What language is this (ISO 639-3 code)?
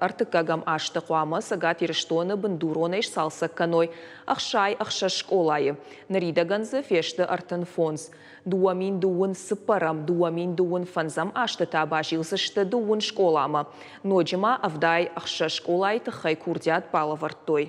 oss